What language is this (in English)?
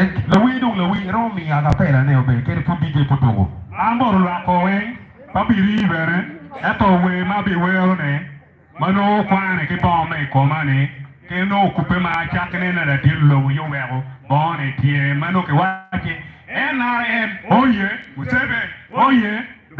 Acoli